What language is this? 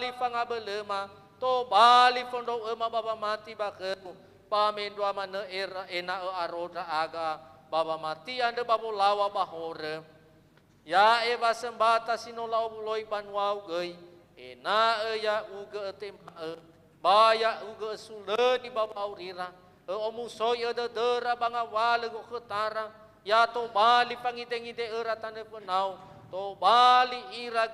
Nias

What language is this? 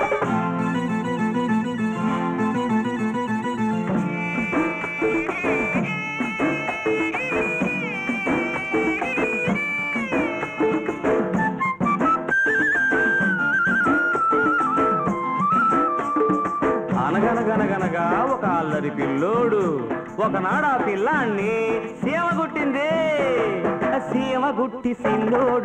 Telugu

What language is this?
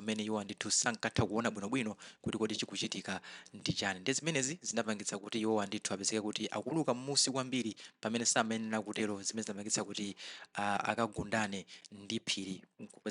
Nyanja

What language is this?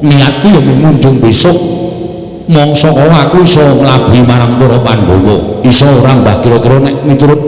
Javanese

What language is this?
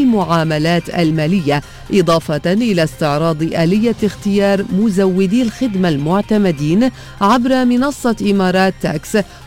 Arabic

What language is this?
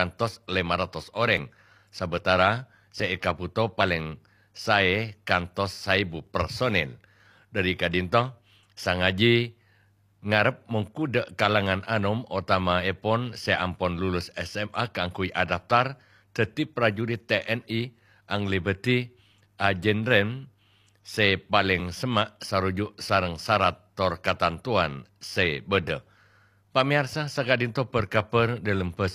Madurese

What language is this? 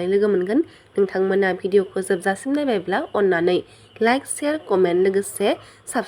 Bodo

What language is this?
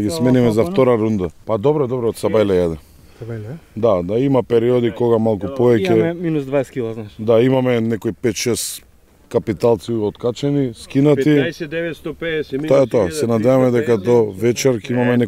Macedonian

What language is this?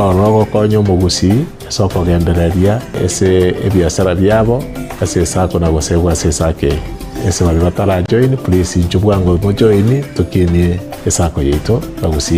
Gusii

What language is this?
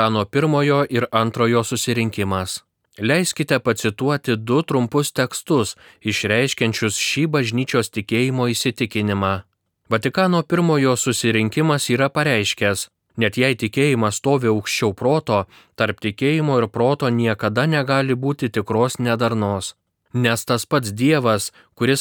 Lithuanian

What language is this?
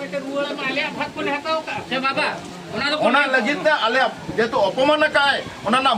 Santali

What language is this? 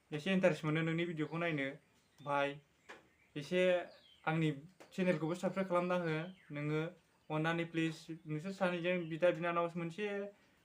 Bodo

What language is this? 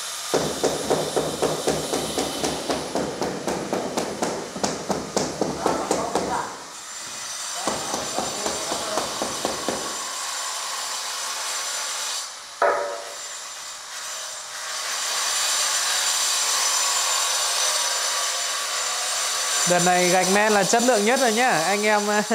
Vietnamese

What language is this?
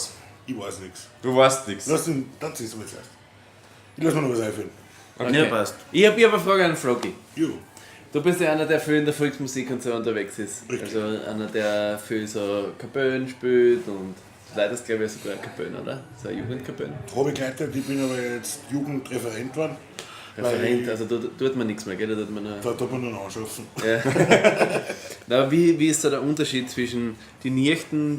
Bavarian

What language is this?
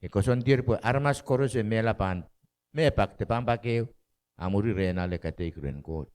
Pohnpeian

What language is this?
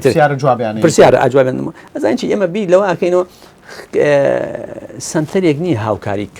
Central Kurdish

